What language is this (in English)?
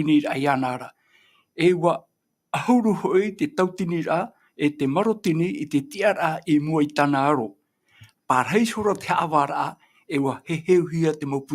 Tahitian